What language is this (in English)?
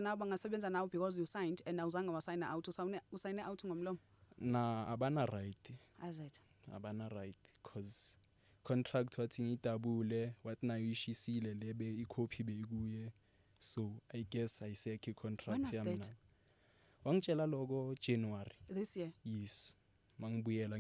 Zulu